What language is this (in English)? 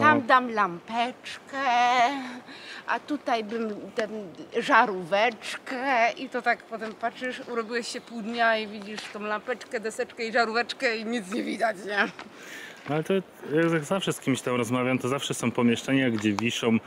Polish